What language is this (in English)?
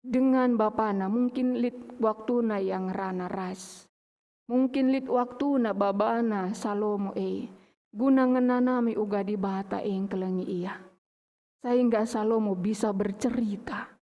Batak Karo